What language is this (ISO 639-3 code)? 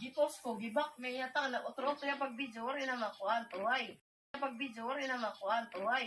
war